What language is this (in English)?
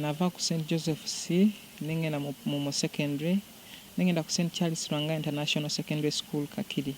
Ganda